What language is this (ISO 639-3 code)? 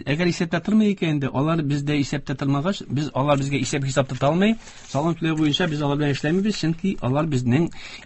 tat